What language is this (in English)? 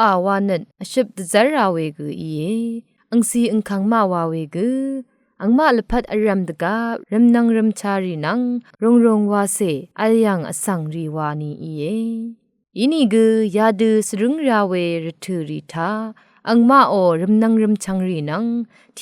Rawang